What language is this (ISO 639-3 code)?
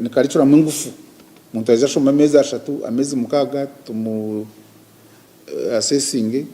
nyn